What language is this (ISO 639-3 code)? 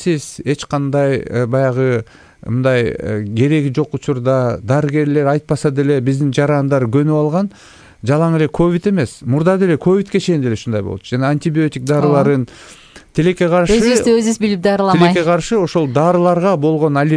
kir